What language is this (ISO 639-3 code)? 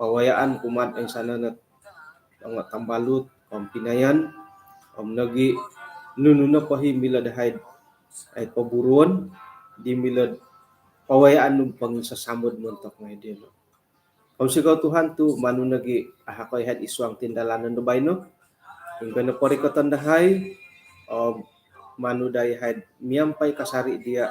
dtp